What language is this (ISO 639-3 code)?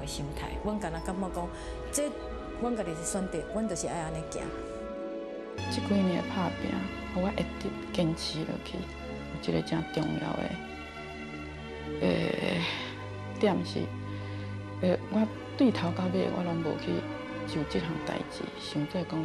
nan